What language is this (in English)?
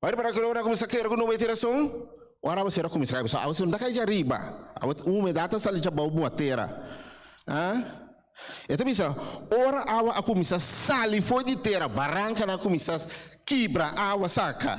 Papiamento